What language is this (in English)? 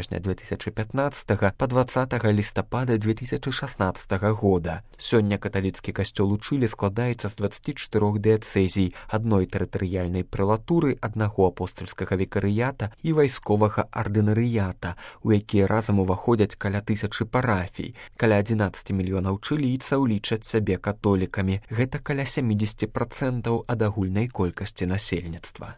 Belarusian